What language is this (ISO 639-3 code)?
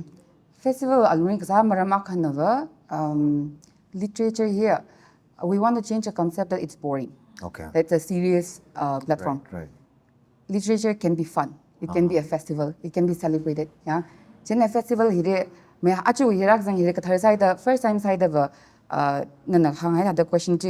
nmf